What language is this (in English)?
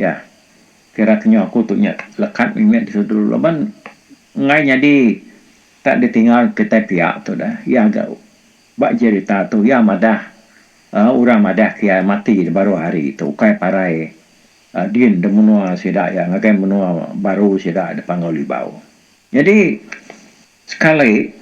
Iban